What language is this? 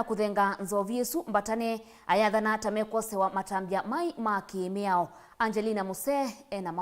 Kamba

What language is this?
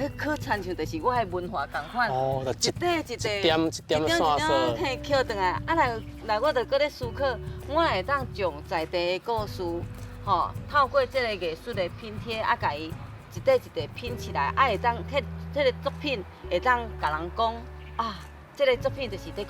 Min Nan Chinese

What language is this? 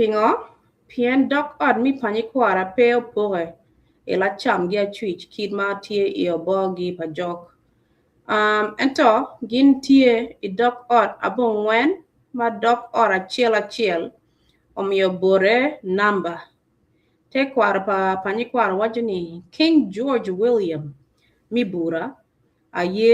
Acoli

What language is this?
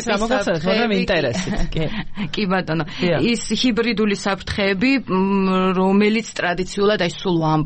Georgian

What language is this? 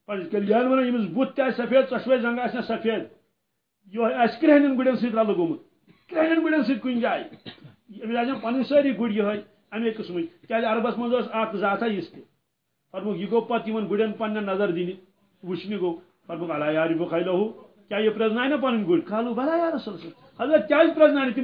Kashmiri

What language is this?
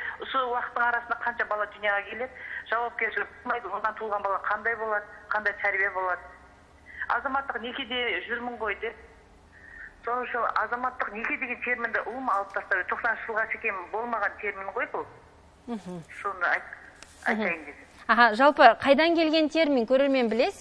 Kazakh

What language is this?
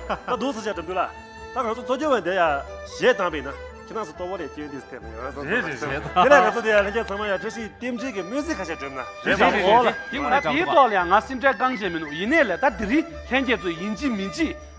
Tibetan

